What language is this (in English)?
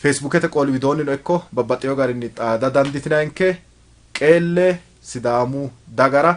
Sidamo